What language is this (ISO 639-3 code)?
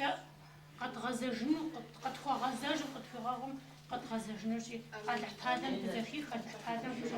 kbd